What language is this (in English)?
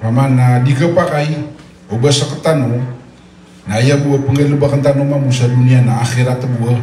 Maranao